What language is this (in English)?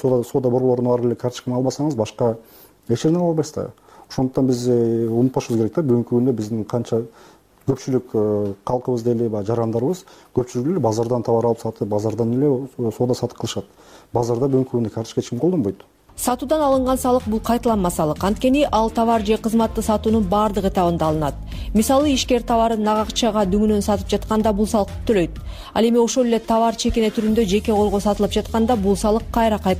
Kyrgyz